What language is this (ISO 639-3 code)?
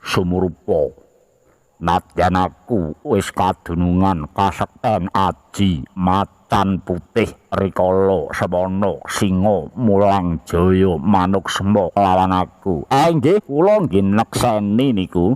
jav